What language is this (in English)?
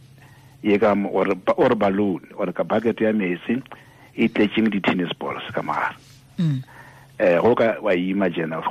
Tswana